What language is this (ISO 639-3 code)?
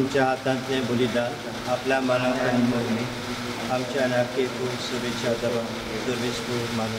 kok